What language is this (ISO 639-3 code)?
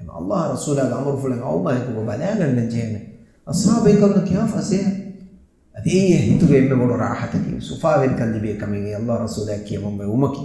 div